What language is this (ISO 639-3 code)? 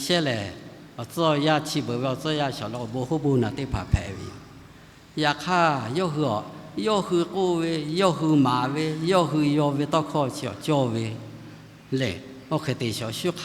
lhu